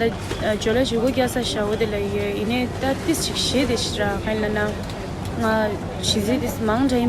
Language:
Tibetan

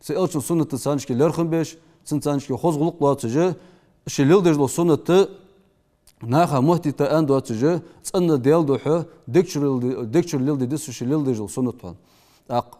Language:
Ingush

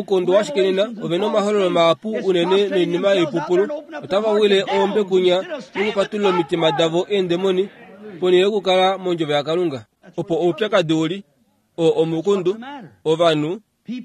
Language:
Kuanyama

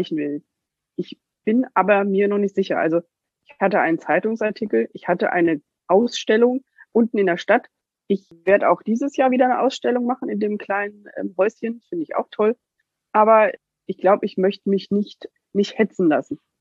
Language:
German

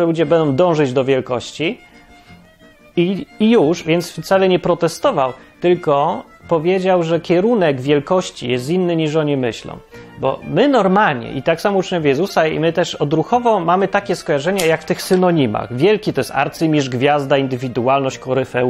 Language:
Polish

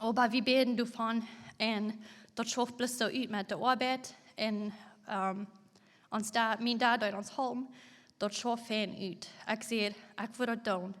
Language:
Plautdietsch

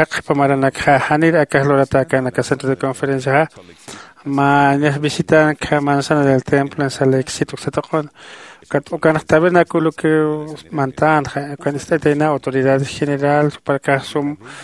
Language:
Aymara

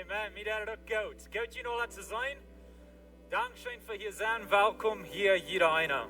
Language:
Plautdietsch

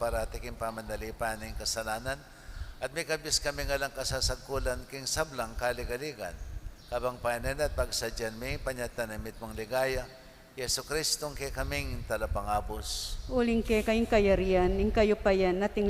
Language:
Pampanga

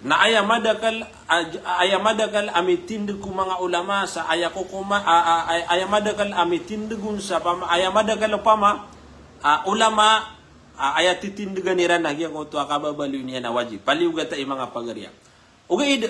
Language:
Maranao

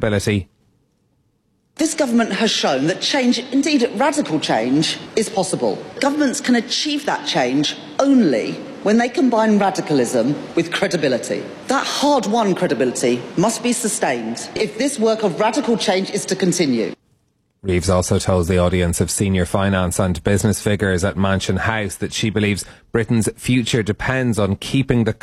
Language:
English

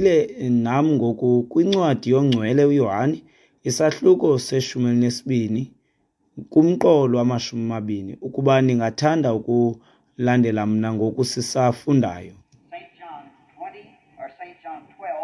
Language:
Xhosa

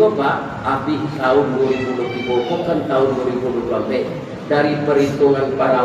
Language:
Minangkabau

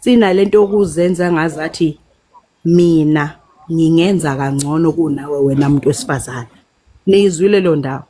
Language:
Zulu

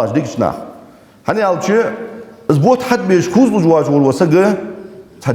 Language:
Ingush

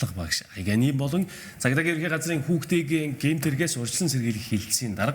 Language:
Mongolian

